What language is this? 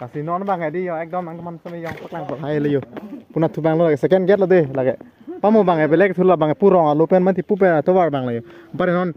Karbi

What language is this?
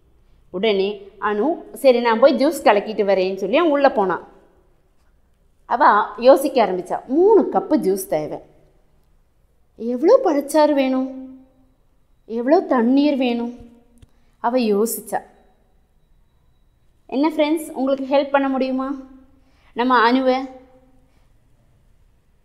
Tamil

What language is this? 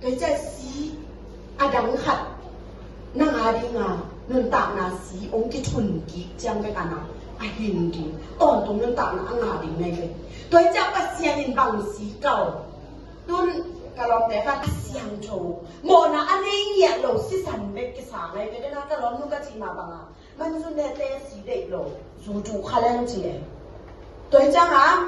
Tedim Chin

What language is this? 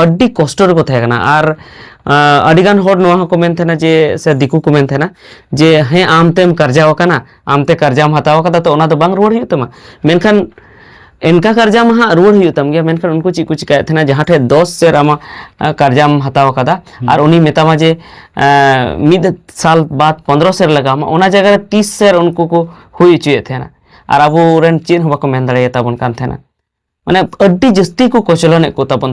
Santali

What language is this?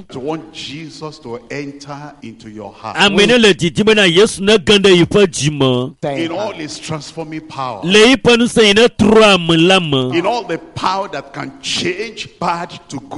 Ewe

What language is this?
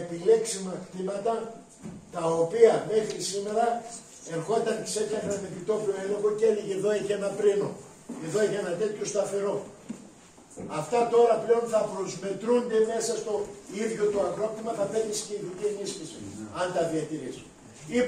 Greek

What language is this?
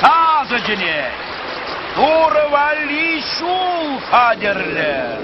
Chuvash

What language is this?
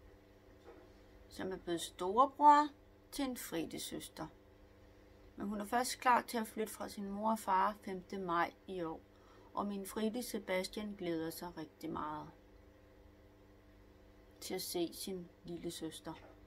Danish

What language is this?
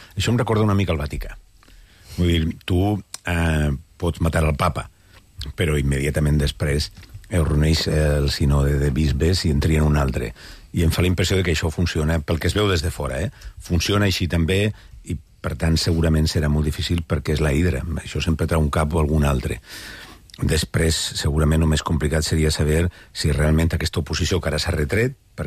Catalan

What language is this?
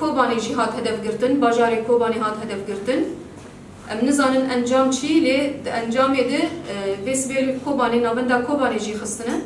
Kurdish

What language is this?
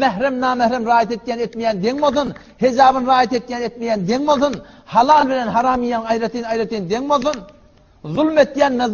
Turkmen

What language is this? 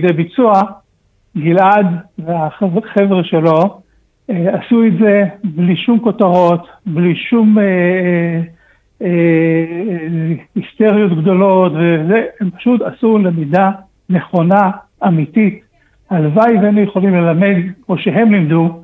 Hebrew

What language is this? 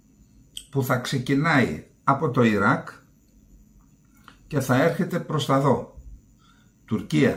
Greek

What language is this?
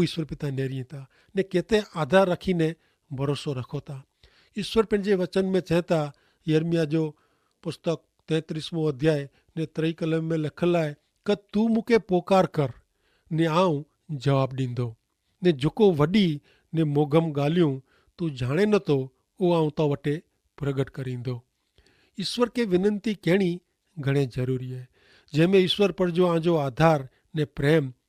Kachhi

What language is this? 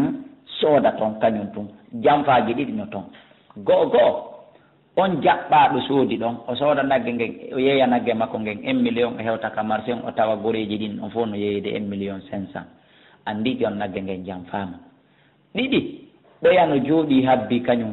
Fula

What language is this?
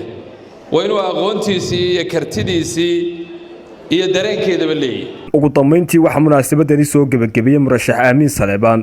Somali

